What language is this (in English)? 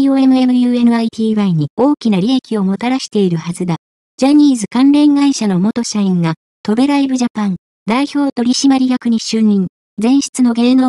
Japanese